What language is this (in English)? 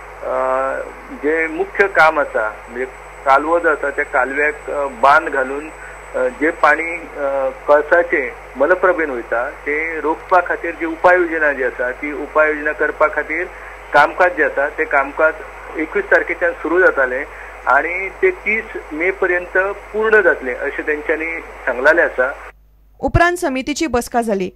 Konkani